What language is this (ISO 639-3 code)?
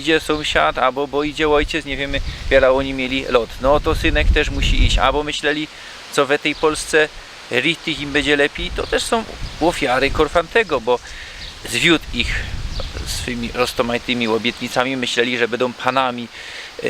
szl